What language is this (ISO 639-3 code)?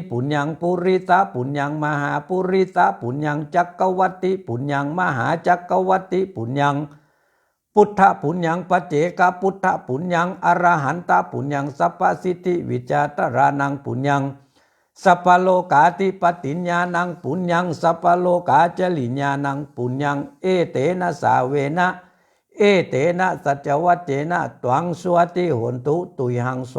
pli